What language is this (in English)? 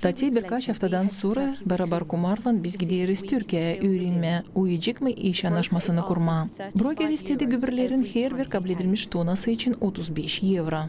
Gagauz